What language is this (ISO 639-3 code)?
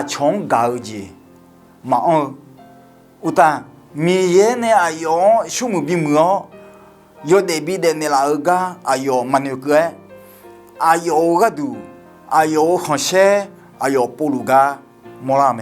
ahk